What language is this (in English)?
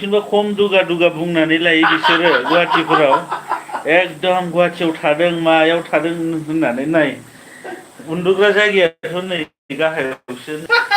Bodo